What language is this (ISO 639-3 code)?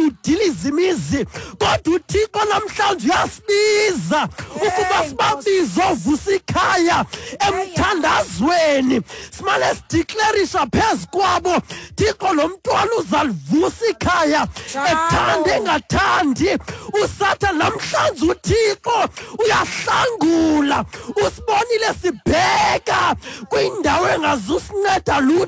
xho